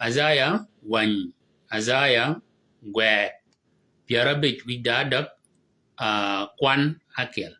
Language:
Shilluk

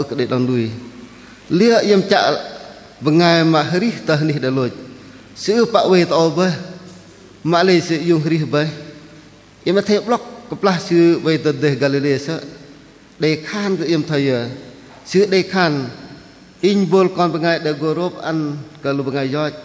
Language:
Bahnar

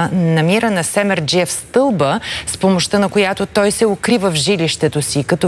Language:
Bulgarian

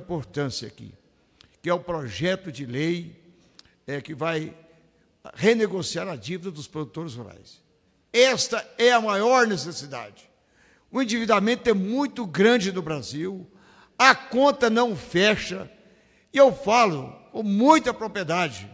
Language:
Portuguese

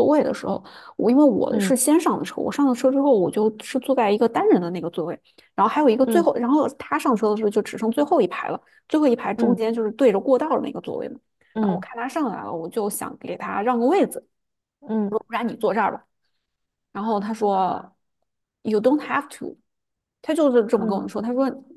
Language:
Chinese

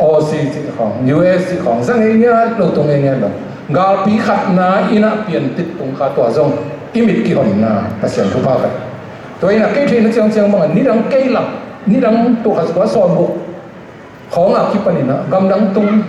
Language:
Tedim Chin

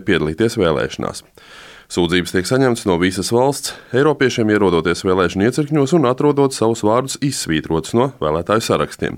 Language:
Latvian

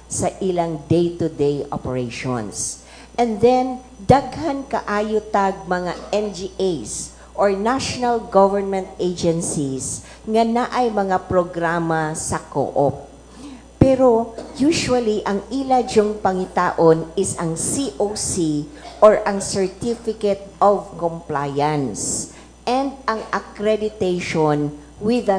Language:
Cebuano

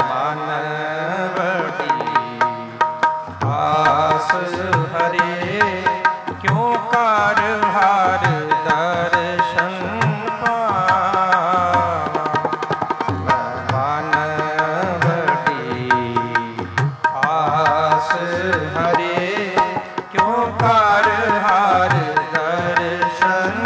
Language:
Punjabi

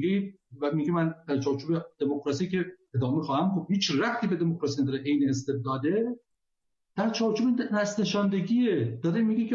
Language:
Persian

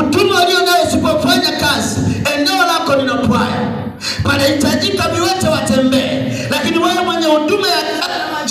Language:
Swahili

